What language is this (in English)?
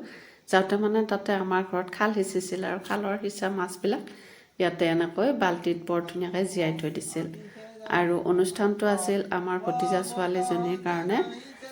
Assamese